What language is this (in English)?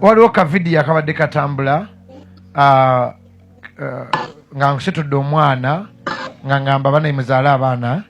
Ganda